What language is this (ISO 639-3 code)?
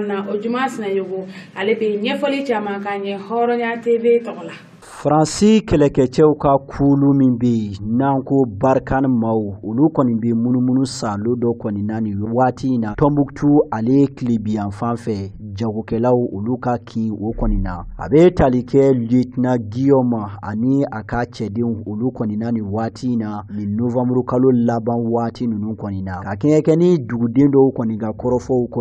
bam